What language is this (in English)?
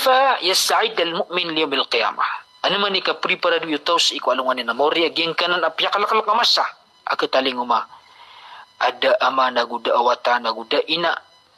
Maranao